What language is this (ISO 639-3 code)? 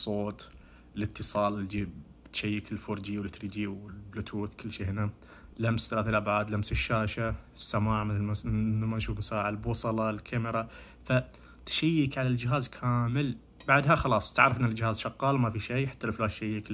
ars